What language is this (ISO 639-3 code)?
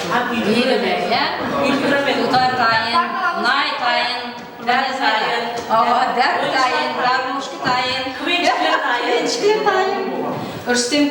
kaa